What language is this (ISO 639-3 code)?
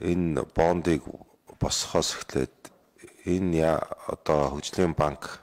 mon